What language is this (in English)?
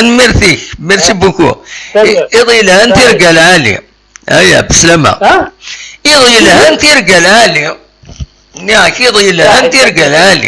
Kabyle